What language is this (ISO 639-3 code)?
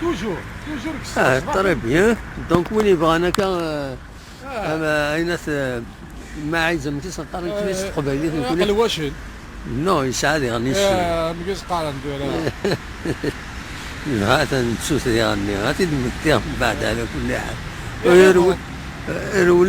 kab